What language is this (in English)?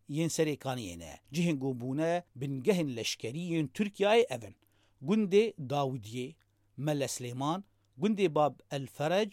Kurdish